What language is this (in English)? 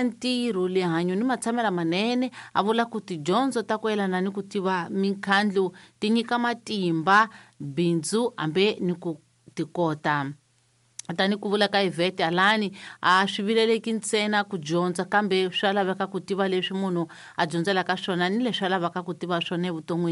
Tsonga